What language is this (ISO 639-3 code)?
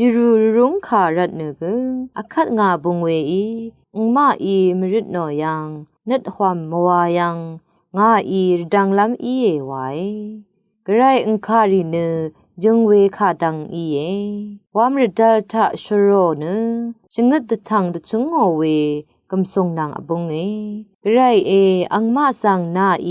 raw